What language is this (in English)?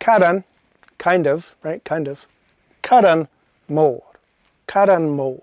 Scottish Gaelic